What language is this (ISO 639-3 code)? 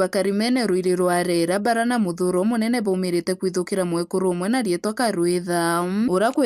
mer